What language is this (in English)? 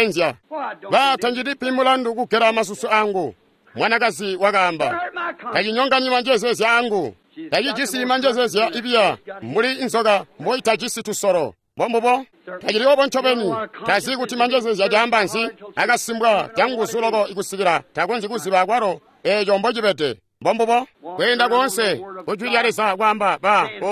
Tonga (Zambia)